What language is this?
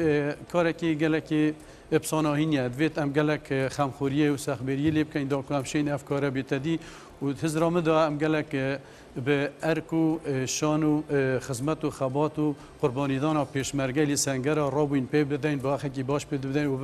Kurdish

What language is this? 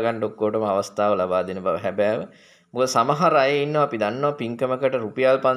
Sinhala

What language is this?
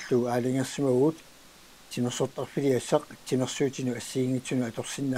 Kalaallisut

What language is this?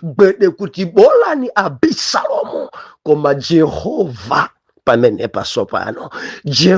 Nyanja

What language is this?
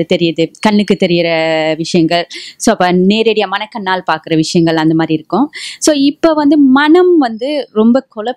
Tamil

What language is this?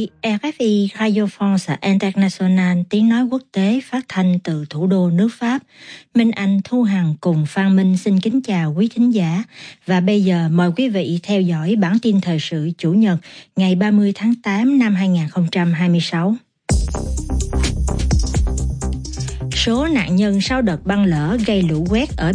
Vietnamese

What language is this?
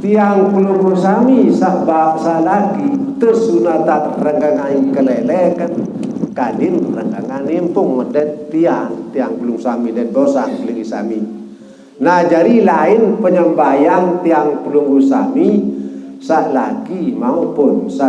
Sasak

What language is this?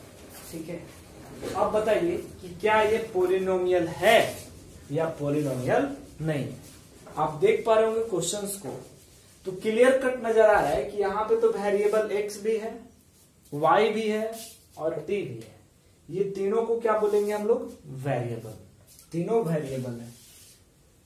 Hindi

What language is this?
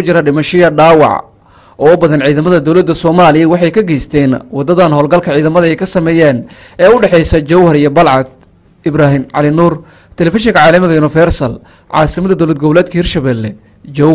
Somali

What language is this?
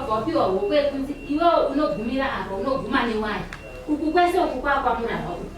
Shona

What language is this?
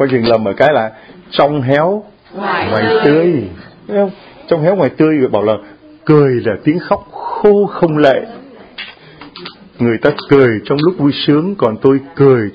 Vietnamese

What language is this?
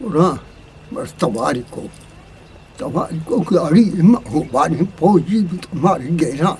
Eastern Balochi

